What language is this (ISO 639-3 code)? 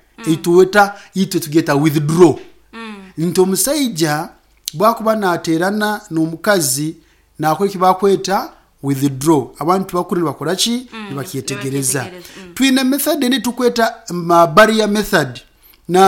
nyn